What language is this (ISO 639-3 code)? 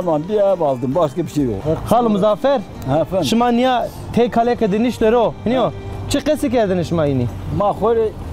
zza